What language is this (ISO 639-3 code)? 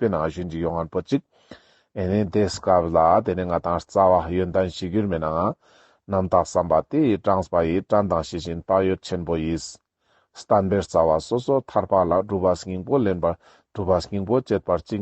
lbj